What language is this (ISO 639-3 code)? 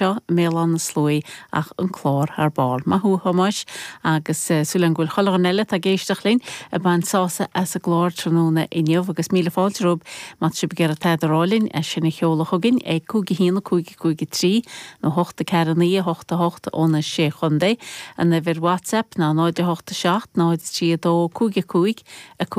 gle